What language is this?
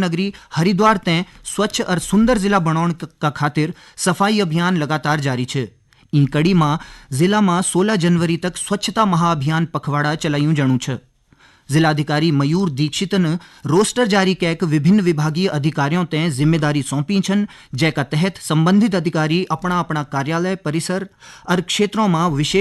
Garhwali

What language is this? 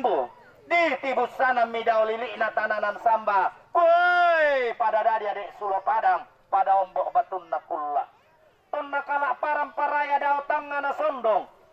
Toraja-Sa'dan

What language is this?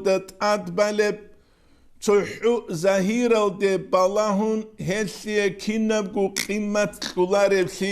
Avaric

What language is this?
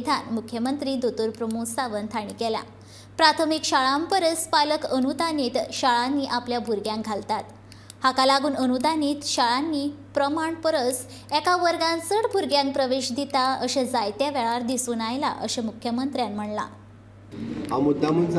Konkani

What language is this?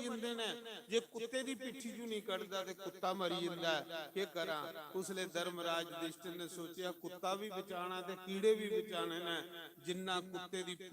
Dogri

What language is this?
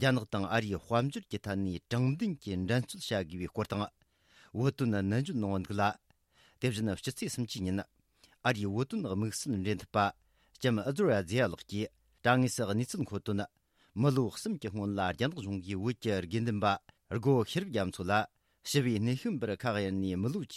Tibetan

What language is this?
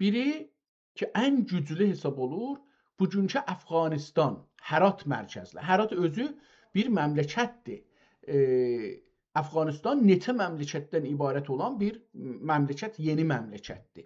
South Azerbaijani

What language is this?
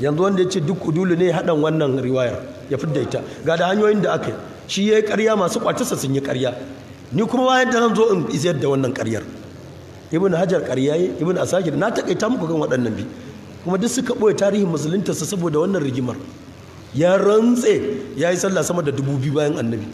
Hausa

